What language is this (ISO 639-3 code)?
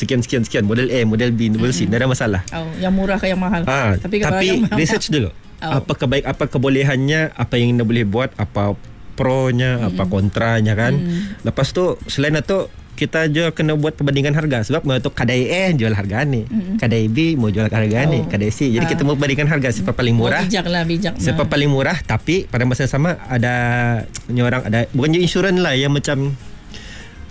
msa